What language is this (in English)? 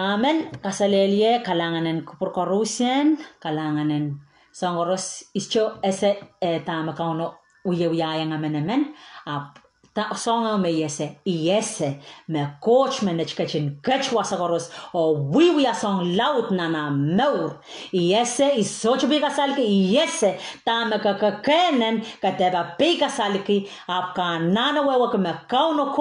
Pohnpeian